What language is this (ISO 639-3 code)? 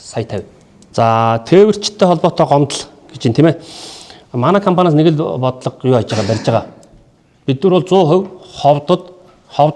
mon